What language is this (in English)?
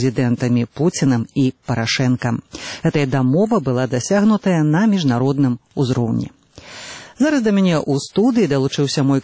Belarusian